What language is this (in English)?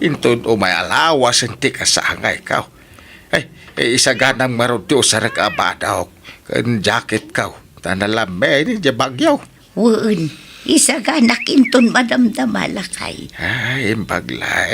Iloko